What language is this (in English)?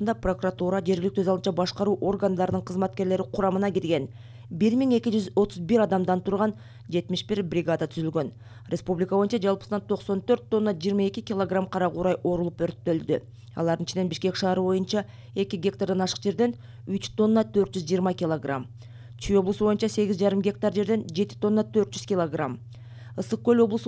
Kyrgyz